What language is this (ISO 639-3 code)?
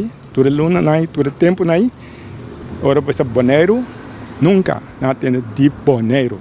pap